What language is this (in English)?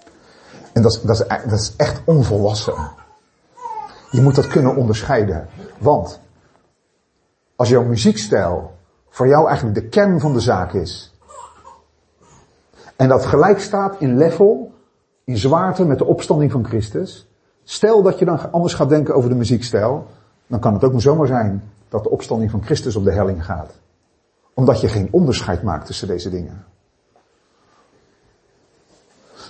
Dutch